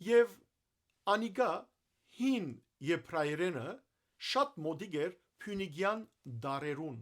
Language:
Western Armenian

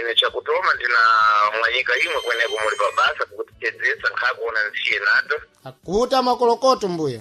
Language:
Sena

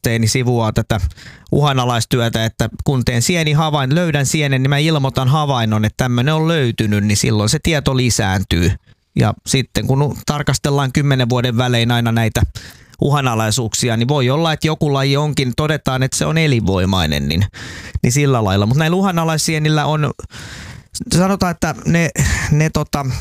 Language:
Finnish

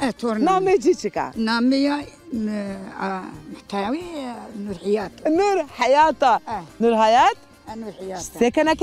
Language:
Zaza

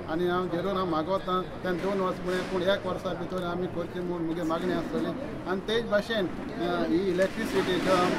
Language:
Konkani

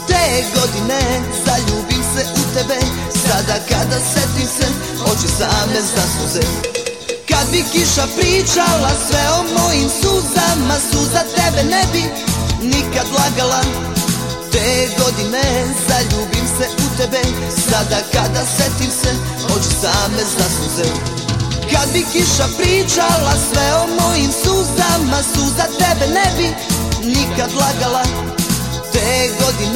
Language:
Serbian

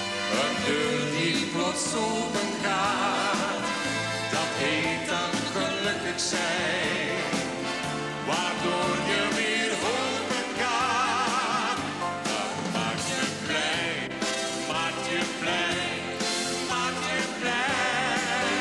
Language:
Dutch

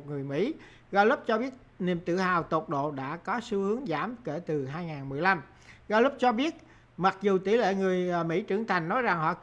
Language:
Vietnamese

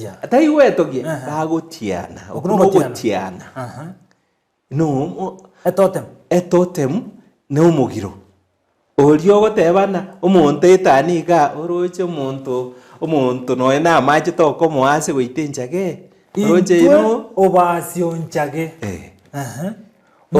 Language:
Gusii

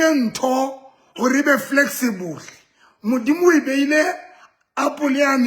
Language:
Southern Sotho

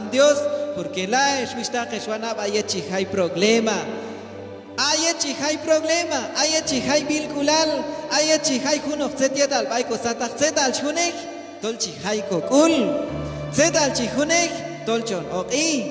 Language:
Q'anjob'al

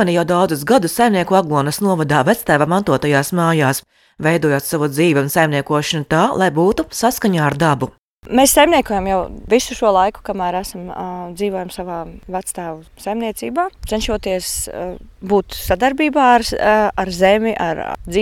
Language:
Latvian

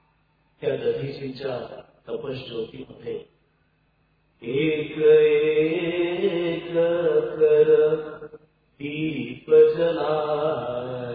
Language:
Marathi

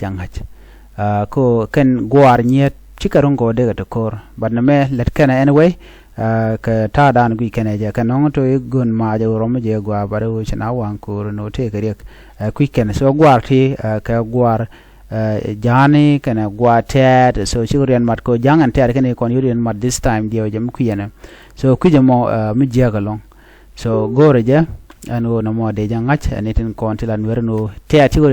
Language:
Nuer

